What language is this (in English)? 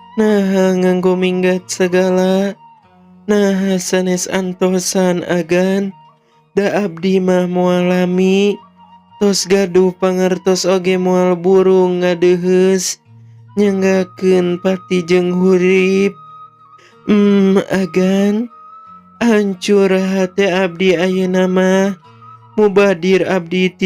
Sundanese